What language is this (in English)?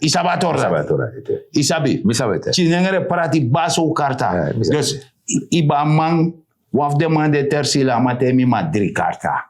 Sranan Tongo